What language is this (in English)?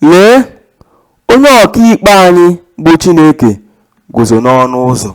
Igbo